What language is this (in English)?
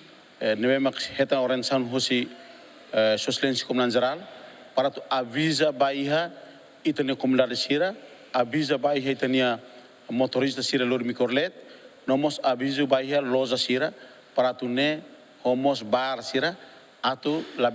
Tetum